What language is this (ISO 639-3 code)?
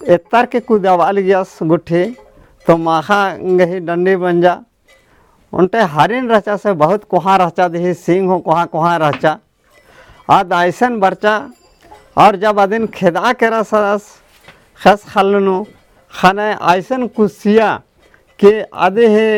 kru